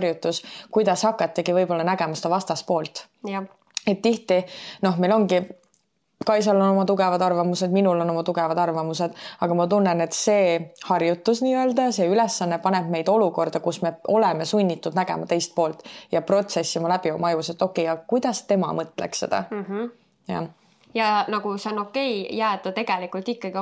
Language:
Estonian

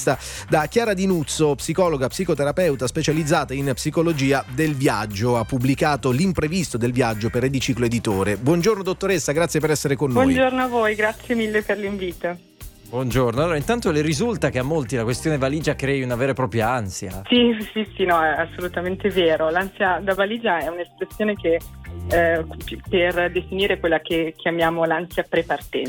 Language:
Italian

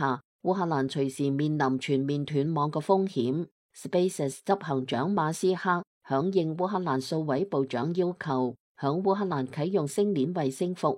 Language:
Cantonese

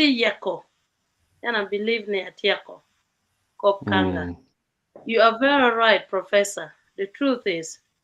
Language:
Acoli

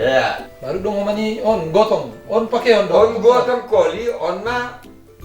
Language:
Batak Simalungun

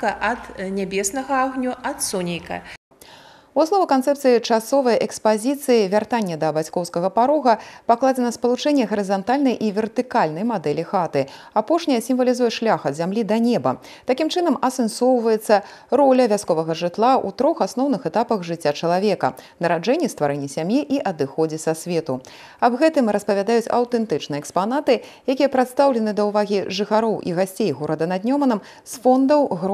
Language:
Belarusian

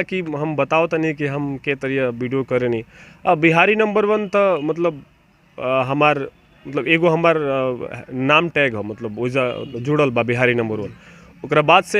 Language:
Bhojpuri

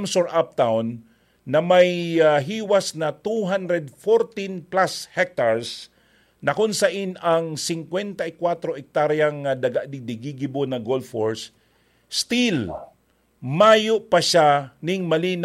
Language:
Bikol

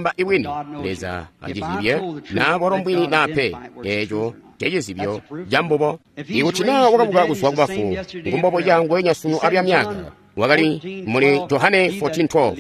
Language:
Tonga (Zambia)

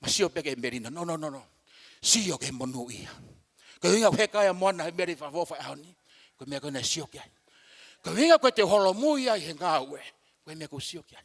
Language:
Tongan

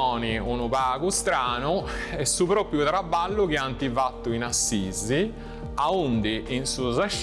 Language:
Sardinian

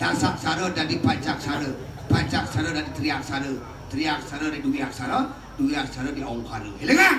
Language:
Balinese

